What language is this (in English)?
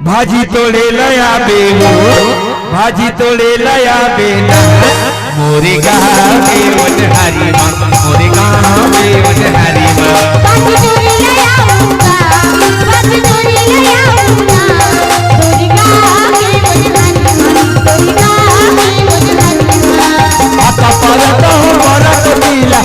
Chhattisgarhi